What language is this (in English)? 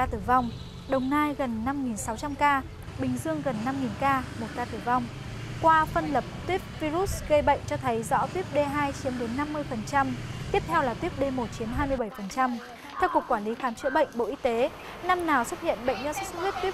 Vietnamese